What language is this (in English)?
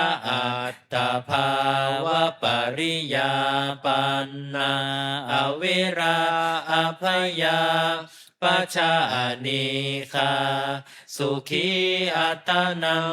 Pali